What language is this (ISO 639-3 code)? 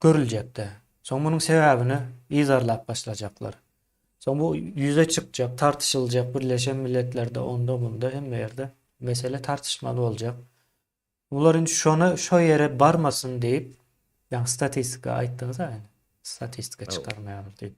tuk